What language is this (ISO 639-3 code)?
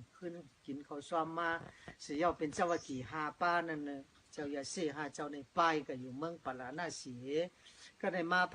shn